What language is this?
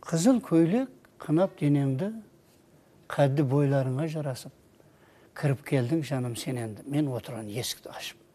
Kara-Kalpak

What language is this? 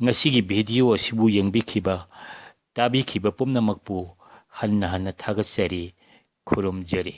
Manipuri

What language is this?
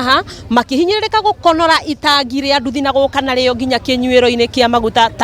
Kikuyu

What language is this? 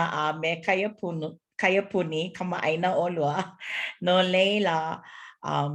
Hawaiian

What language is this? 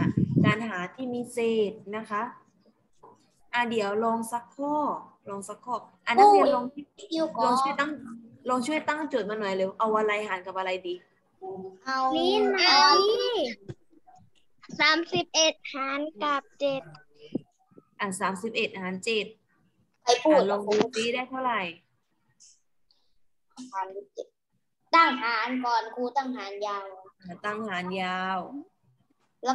Thai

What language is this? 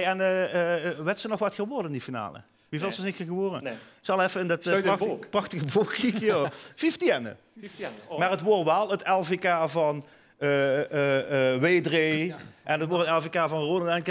Dutch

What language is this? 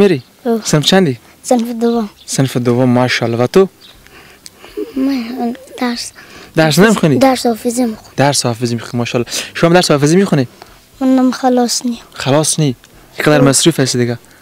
Persian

